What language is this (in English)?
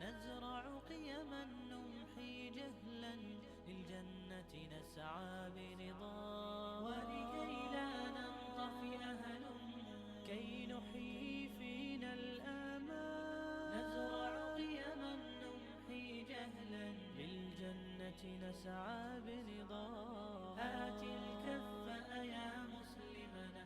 Chechen